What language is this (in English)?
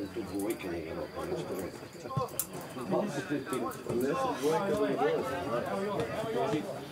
Serbian